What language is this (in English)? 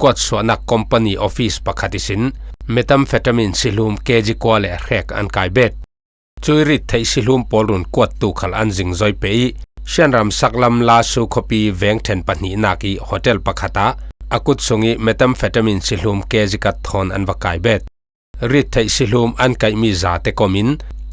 Falam Chin